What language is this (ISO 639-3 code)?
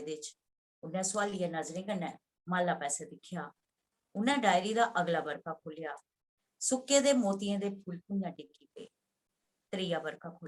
doi